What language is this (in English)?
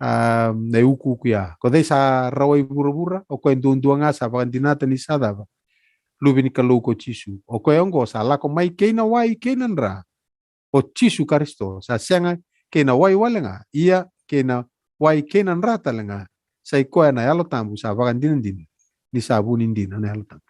Fijian